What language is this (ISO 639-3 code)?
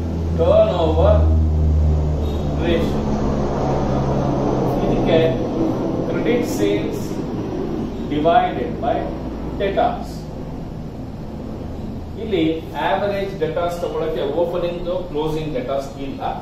kan